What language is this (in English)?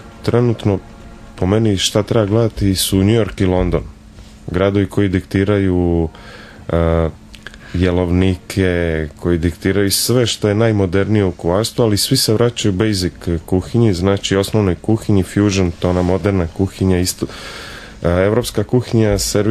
Serbian